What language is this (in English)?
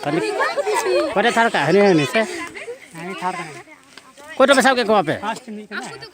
Santali